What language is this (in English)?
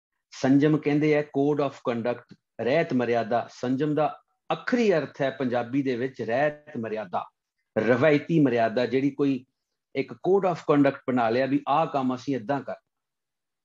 Punjabi